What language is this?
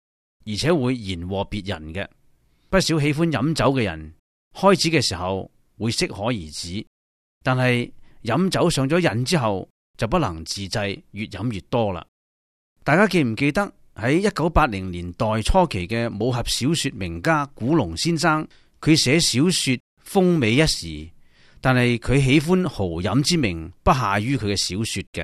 Cantonese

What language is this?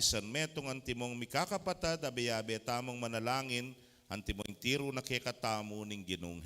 Pampanga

